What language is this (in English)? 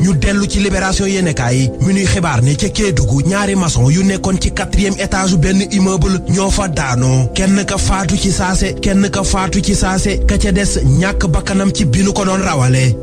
Wolof